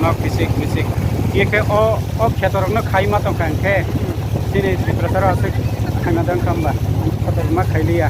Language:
Kok Borok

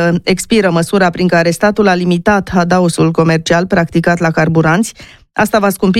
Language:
Romanian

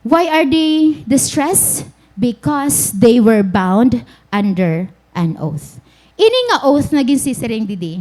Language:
Waray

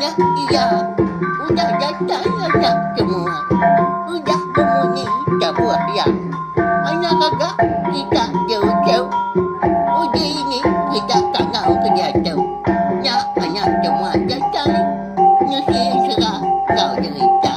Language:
Iban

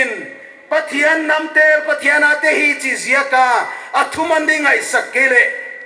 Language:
Paite Chin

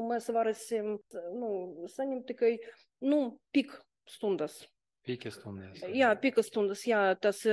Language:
Latvian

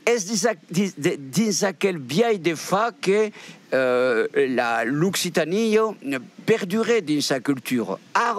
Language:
Occitan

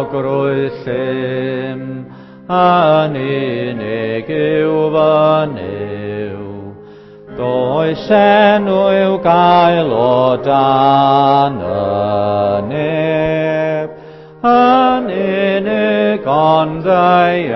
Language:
Welsh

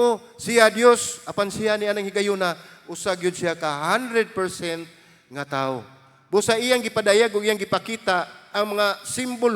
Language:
Cebuano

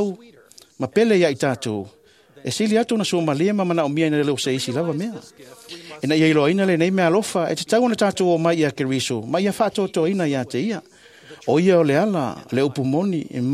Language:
Samoan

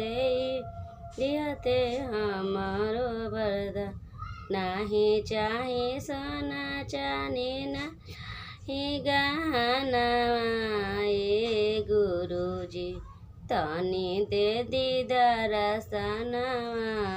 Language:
Bhojpuri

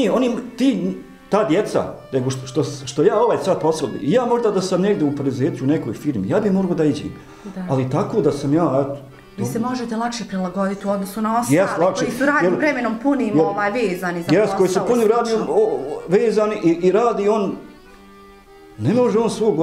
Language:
Bosnian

